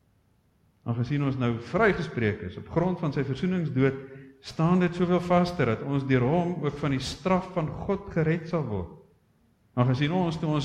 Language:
Afrikaans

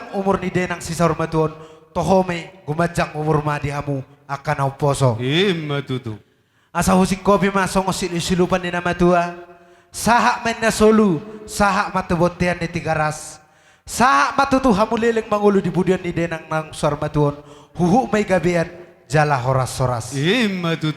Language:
Batak Toba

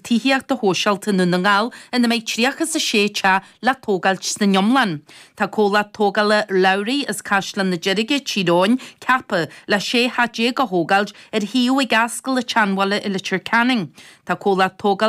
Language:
Irish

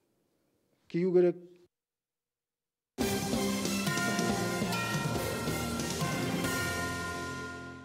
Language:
Kazakh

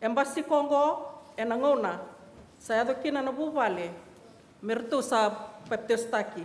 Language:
Fijian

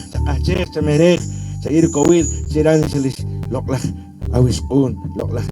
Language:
Poqomchi'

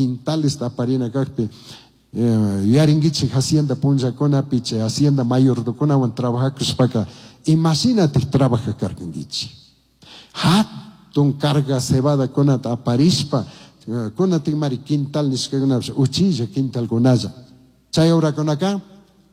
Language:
Chimborazo Highland Quichua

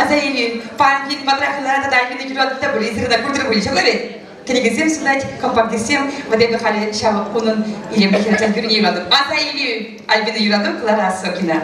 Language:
Chuvash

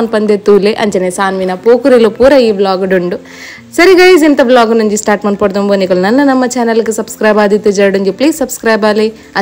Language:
Tulu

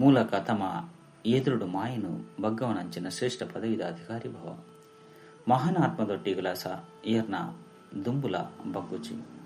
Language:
Tulu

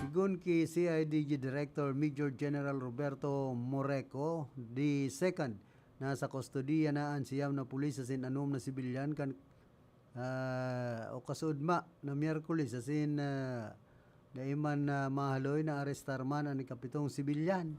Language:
Bikol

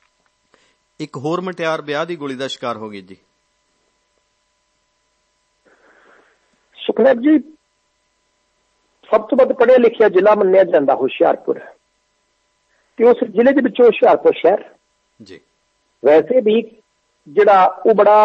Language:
Punjabi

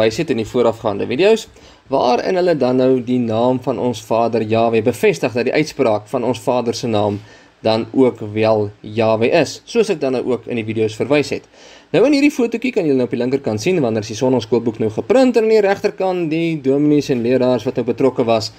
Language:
Afrikaans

